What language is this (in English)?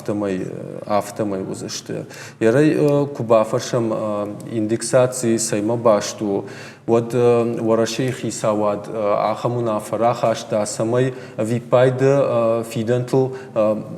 Ossetic